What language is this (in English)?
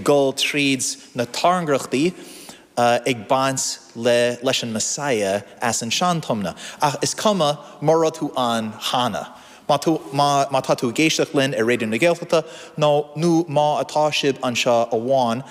Irish